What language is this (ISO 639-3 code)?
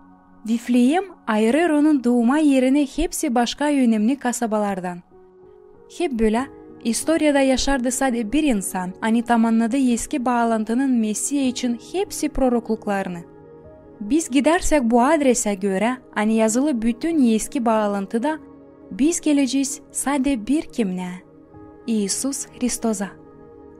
gag